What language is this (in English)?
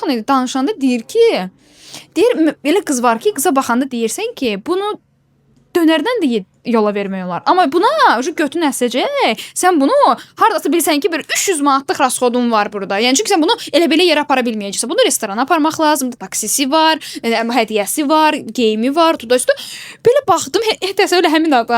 Azerbaijani